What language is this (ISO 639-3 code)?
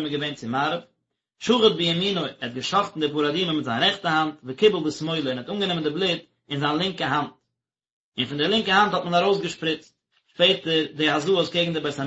yid